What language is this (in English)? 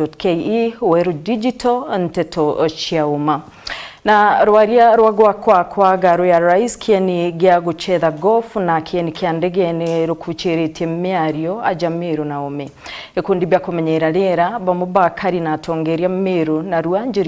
Meru